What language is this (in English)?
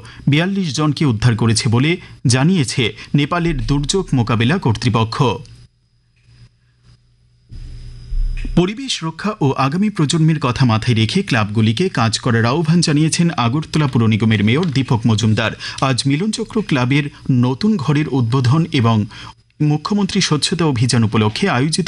Bangla